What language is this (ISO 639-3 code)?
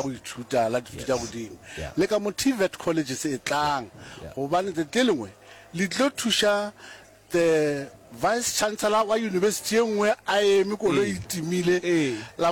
nso